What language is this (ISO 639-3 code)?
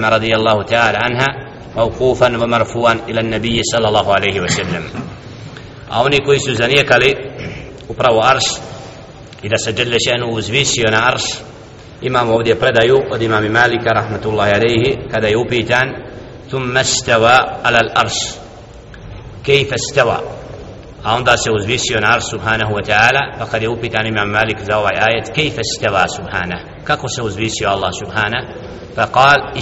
bos